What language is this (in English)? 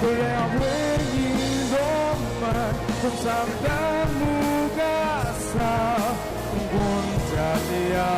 Kachin